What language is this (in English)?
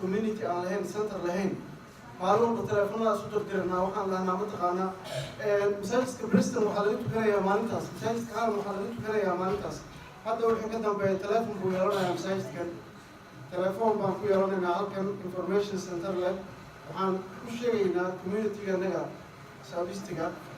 Somali